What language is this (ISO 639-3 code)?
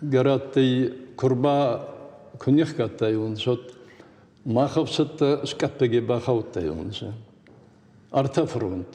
oss